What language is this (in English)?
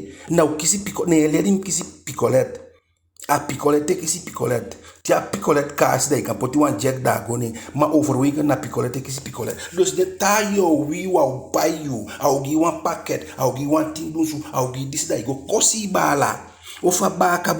Eastern Maroon Creole